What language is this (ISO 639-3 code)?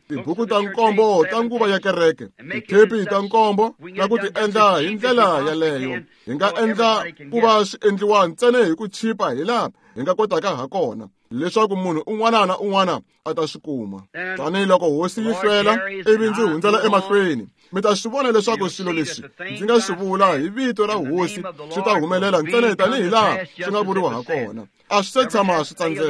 tso